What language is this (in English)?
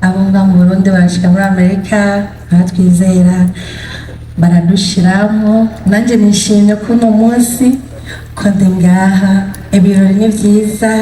Rundi